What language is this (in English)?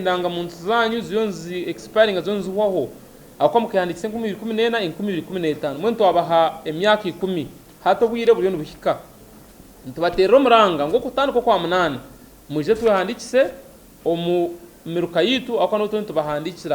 Nyankole